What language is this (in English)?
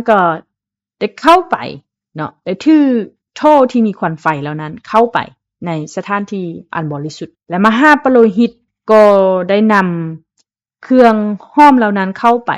Lao